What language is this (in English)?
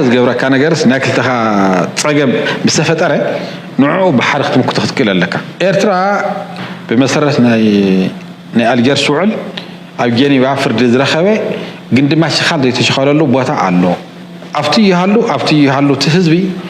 Tigrinya